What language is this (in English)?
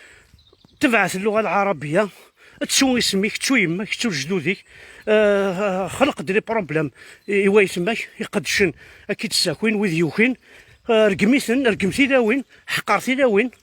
Kabyle